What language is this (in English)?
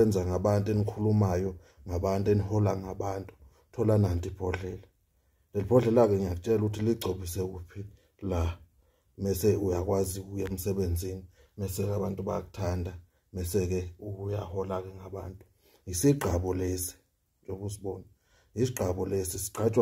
Zulu